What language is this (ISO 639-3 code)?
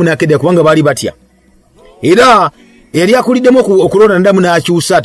lug